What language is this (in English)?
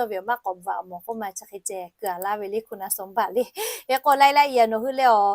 Lahu